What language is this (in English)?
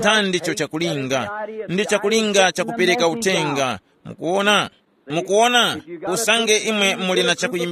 Tumbuka